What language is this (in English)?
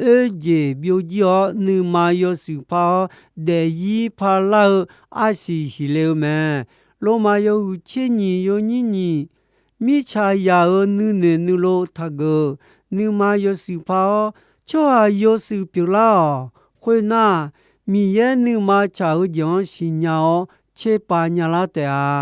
Akha